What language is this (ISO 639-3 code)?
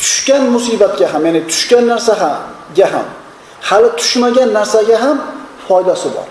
uzb